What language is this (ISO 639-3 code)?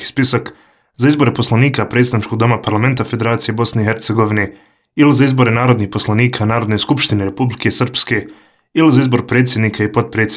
bos